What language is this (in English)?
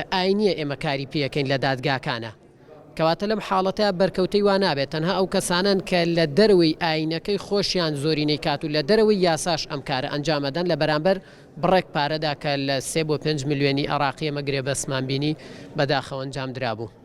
Central Kurdish